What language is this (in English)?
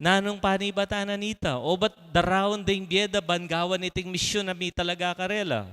Pampanga